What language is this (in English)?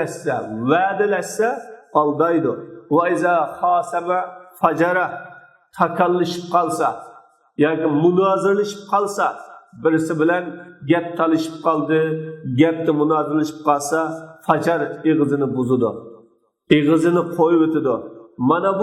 Uyghur